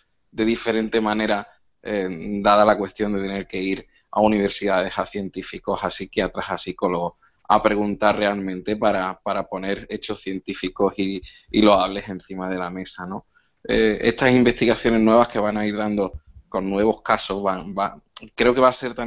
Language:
Spanish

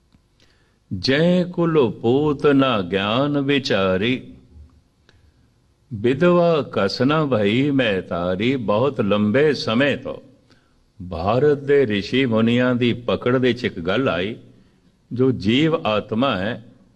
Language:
Punjabi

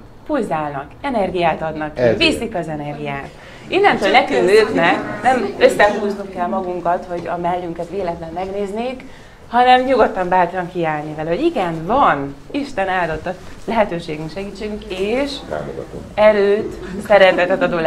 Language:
Hungarian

